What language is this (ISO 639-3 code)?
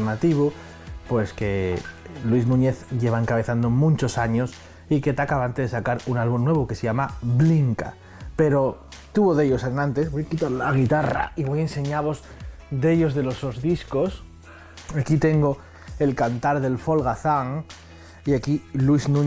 ast